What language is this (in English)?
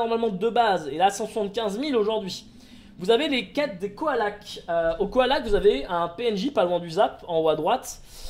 French